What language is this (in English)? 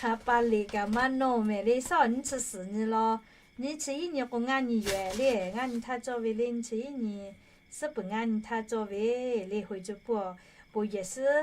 Lahu